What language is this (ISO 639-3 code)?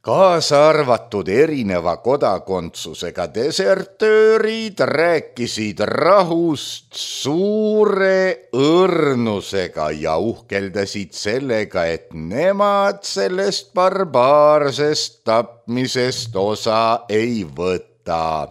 est